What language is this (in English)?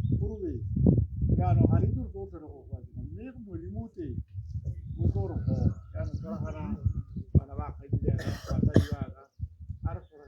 Tswana